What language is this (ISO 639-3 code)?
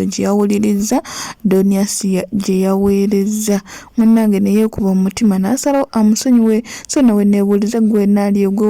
lug